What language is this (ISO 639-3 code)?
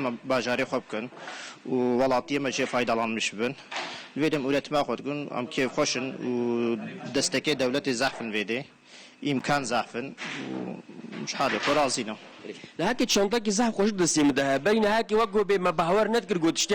kur